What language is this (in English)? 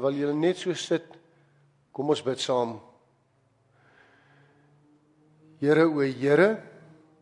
Afrikaans